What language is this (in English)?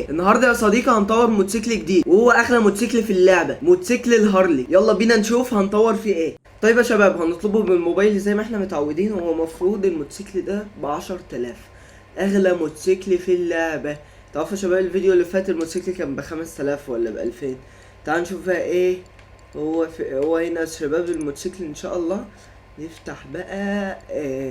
Egyptian Arabic